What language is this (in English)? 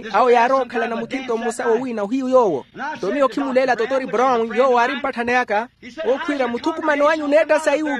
Makhuwa